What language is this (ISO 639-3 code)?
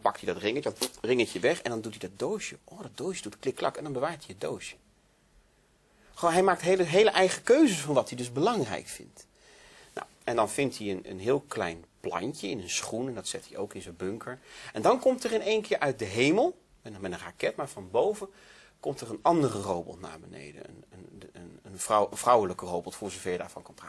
nld